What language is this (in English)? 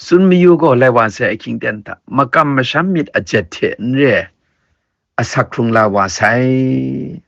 Kachin